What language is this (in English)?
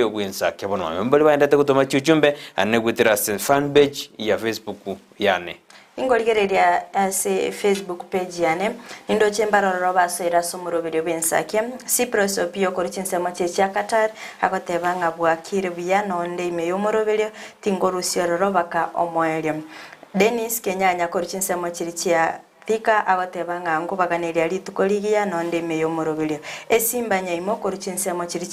Gusii